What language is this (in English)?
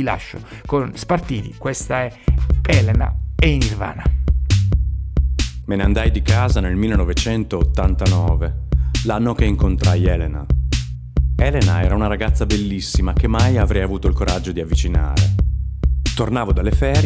Italian